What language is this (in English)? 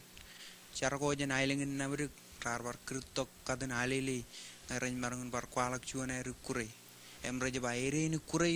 Marshallese